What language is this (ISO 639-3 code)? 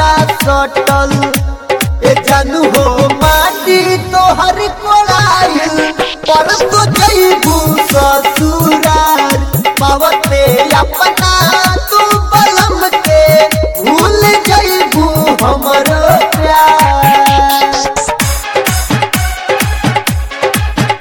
bho